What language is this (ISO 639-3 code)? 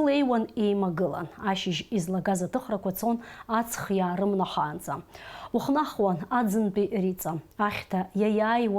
abk